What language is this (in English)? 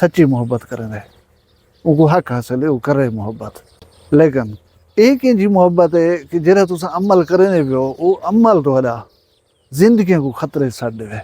Saraiki